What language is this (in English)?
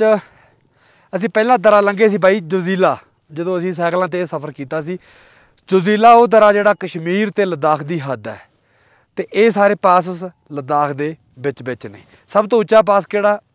Punjabi